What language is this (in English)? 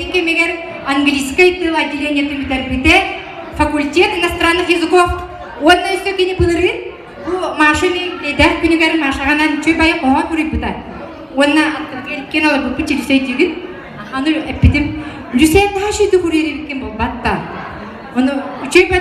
Yakut